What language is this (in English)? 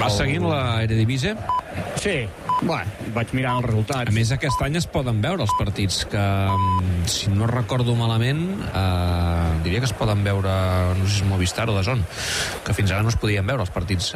Catalan